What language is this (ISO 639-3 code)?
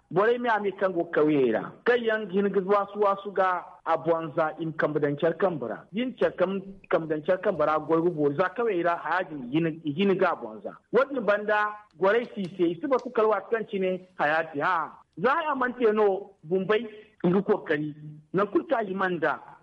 dje